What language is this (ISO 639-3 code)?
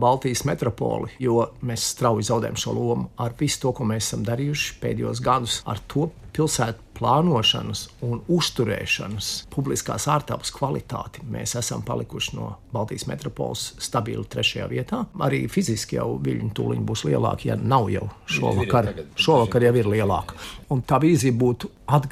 lav